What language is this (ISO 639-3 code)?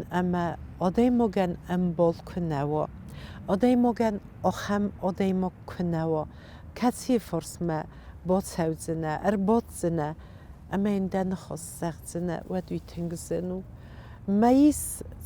oss